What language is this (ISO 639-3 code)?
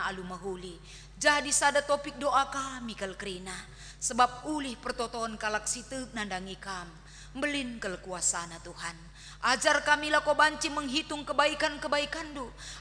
btx